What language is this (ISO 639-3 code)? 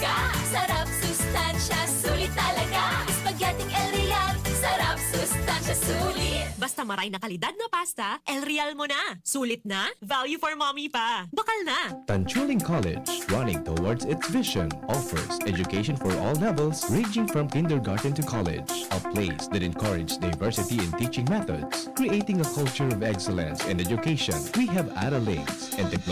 bik